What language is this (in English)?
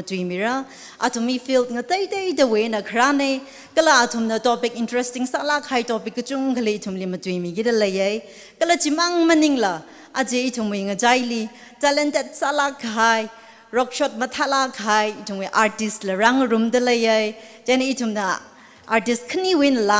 Tangkhul Naga (India)